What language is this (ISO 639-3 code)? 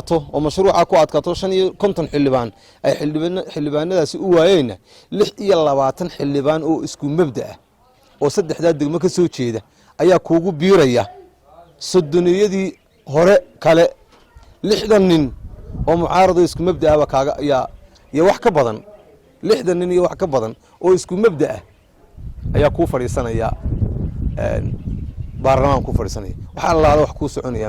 som